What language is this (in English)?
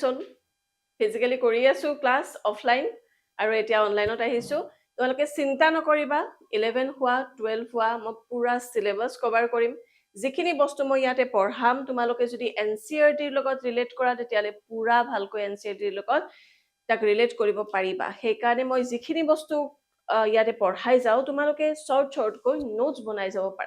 Assamese